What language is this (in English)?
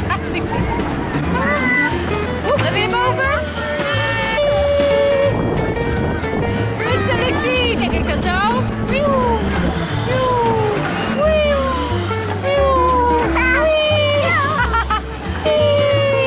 Dutch